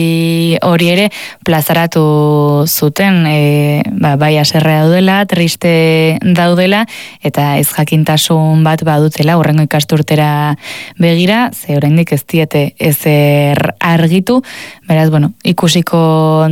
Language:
Basque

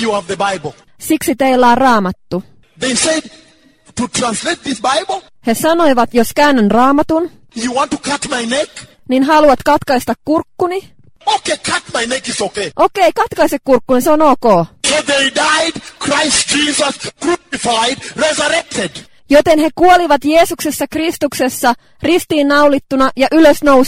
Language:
Finnish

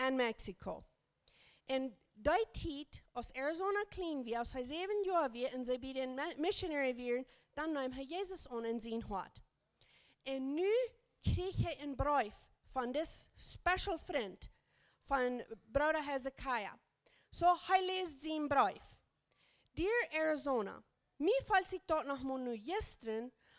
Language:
Plautdietsch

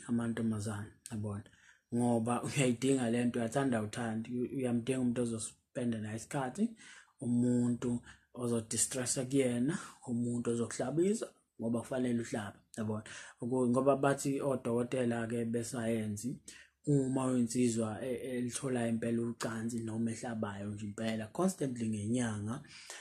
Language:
Zulu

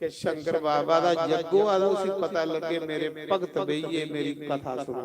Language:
Dogri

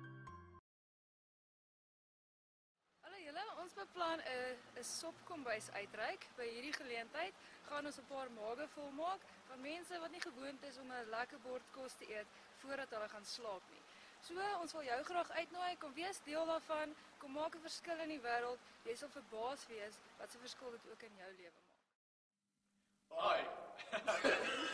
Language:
Afrikaans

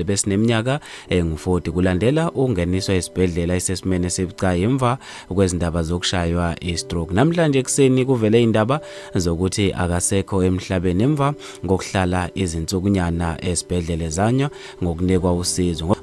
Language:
Zulu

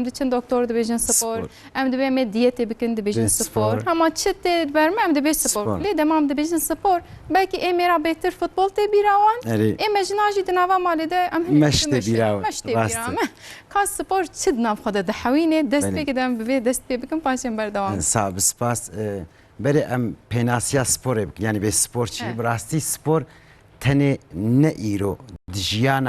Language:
Kurdish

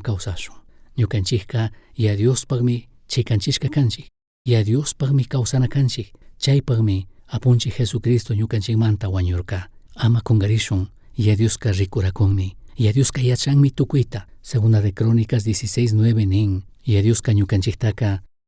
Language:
Chimborazo Highland Quichua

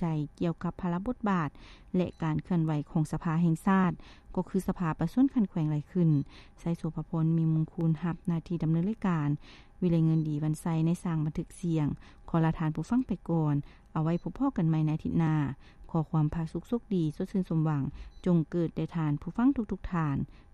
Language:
Lao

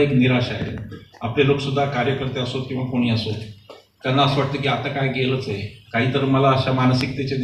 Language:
Marathi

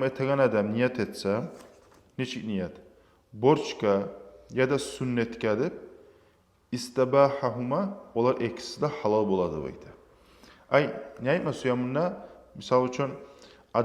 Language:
Kumyk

